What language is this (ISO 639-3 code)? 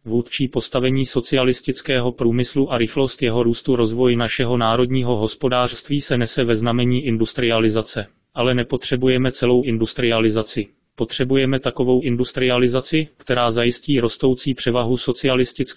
ces